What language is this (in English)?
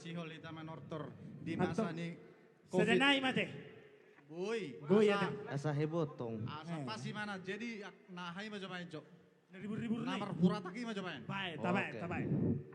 Batak Toba